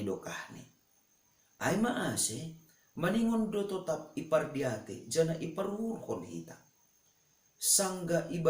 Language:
Batak Simalungun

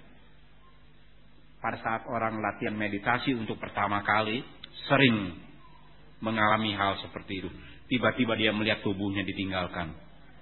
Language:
Indonesian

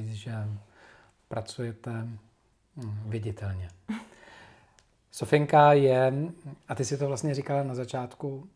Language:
Czech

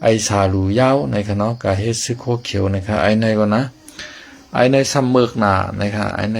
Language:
Shan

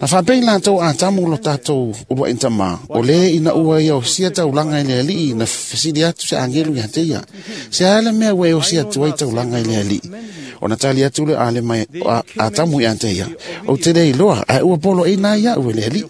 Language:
Samoan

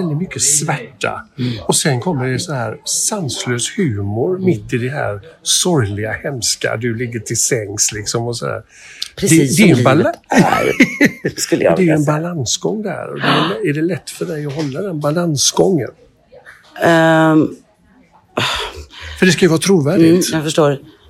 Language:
Swedish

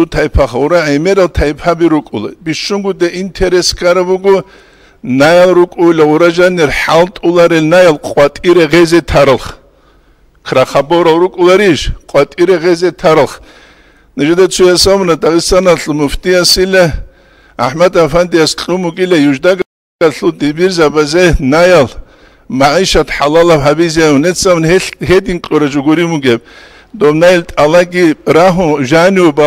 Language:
Avaric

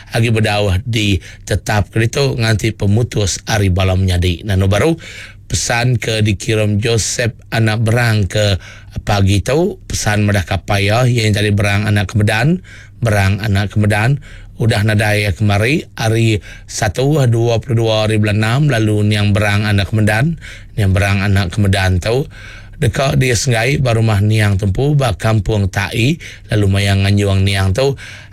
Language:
Iban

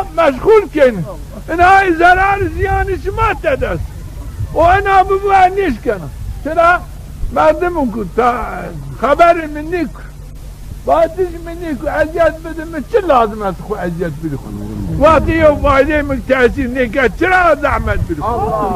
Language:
Zaza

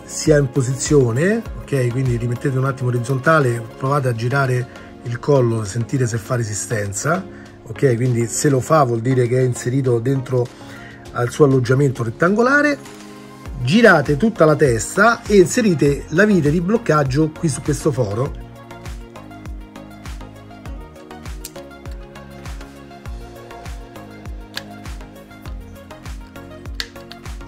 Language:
Italian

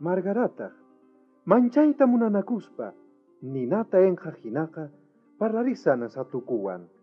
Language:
South Bolivian Quechua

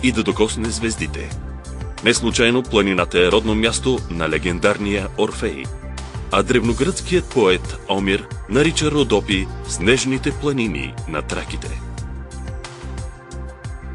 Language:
Bulgarian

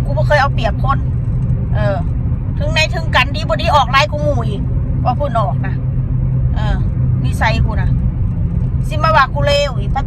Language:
Northeastern Thai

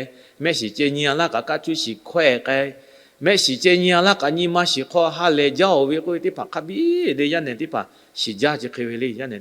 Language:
Lahu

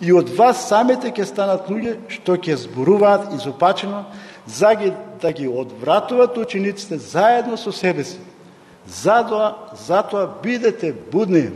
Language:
Macedonian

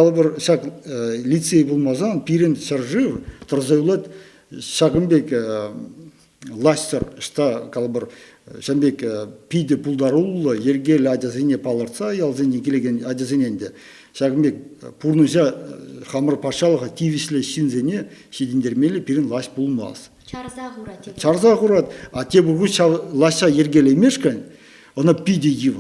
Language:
Chuvash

